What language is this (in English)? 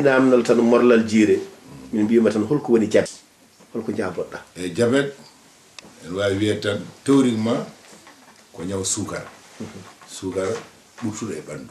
Fula